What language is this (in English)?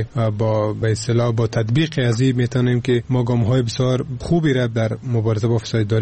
Persian